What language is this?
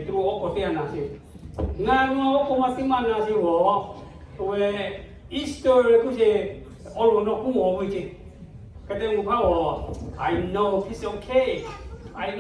Lahu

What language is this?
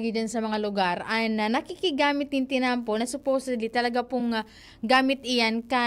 Bikol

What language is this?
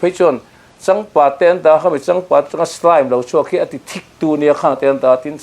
Mizo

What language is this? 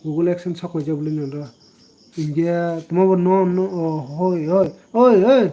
Kok Borok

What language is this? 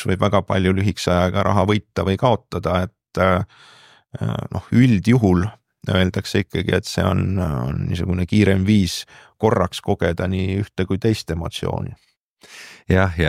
Estonian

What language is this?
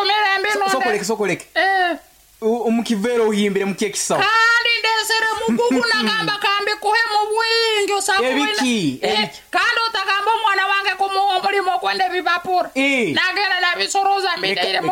Nyoro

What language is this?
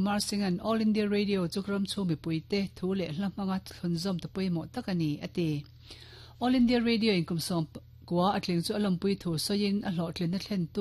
Mizo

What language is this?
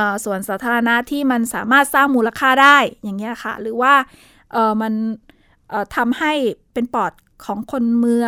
Thai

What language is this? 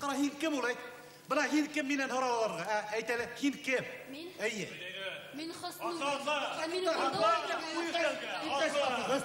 Bashkir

